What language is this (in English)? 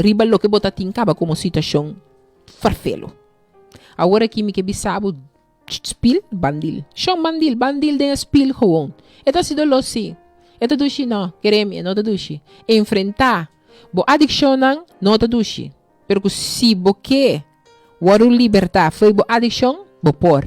Papiamento